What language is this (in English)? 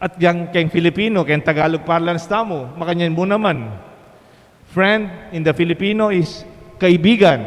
Pampanga